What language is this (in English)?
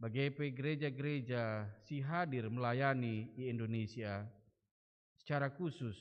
Batak Karo